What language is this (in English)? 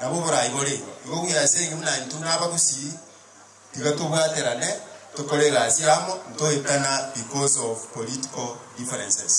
Gusii